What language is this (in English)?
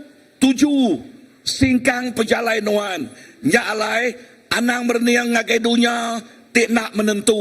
Iban